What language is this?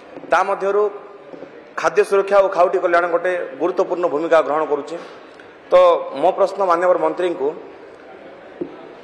Odia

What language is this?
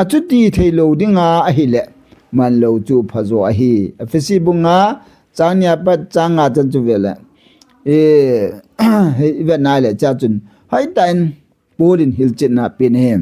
Thado Chin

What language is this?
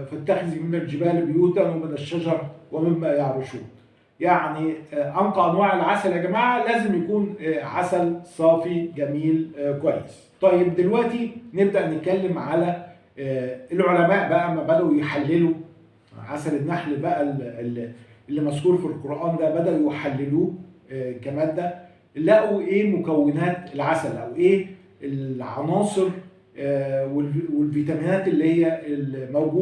Egyptian Arabic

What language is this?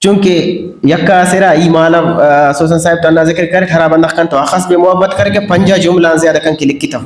Brahui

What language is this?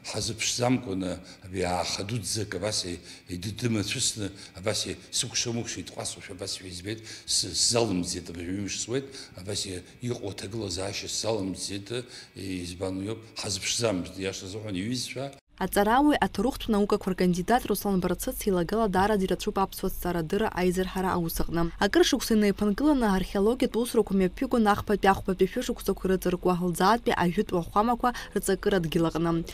Abkhazian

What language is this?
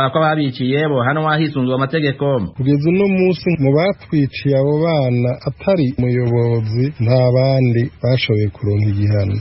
Rundi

